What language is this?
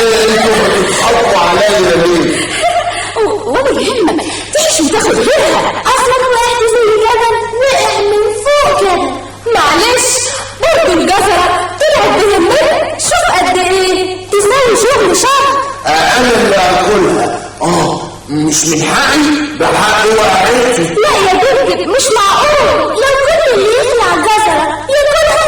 Egyptian Arabic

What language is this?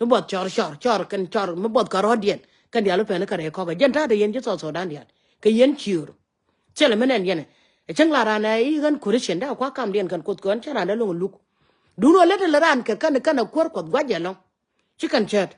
Nuer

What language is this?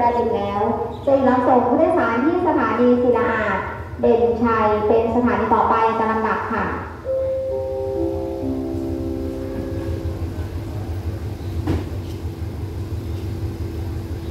Thai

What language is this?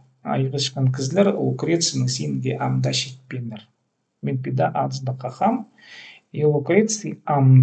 Khakas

